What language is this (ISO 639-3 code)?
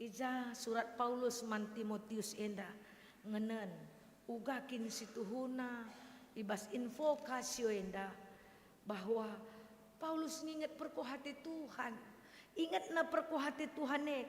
btx